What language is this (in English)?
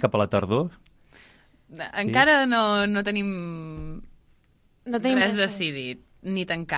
Catalan